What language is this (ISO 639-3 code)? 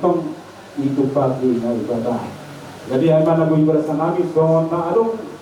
bbc